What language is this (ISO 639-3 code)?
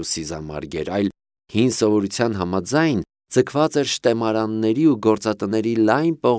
hye